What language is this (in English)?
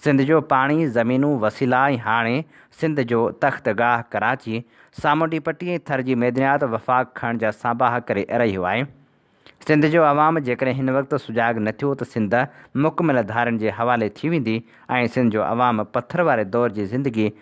Sindhi